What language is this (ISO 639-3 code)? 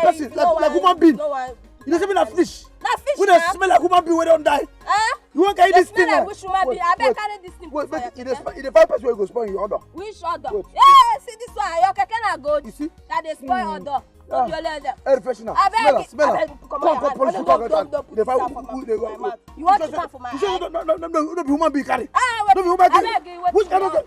pcm